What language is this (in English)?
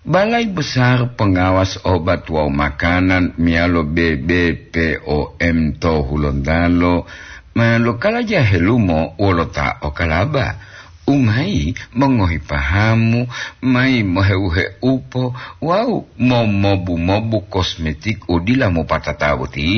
Gorontalo